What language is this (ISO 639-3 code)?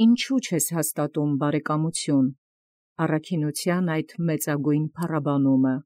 hye